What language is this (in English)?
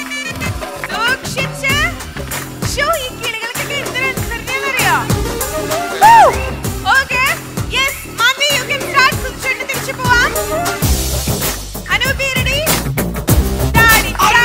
Malayalam